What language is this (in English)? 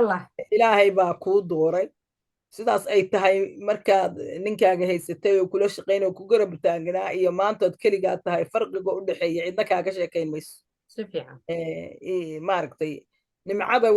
Somali